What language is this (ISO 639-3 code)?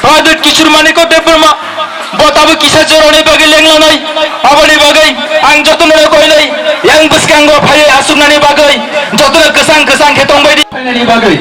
trp